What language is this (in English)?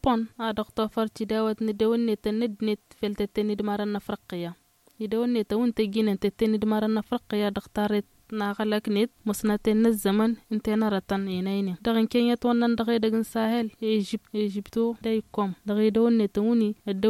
Tamasheq